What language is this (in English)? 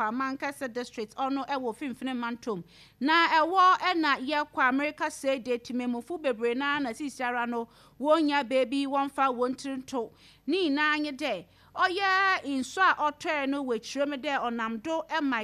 Akan